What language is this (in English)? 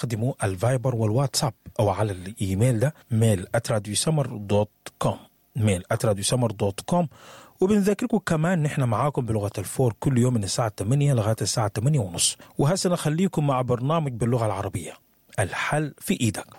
Sudanese Arabic